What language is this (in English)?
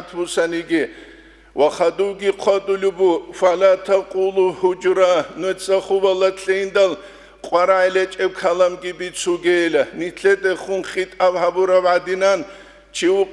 Avaric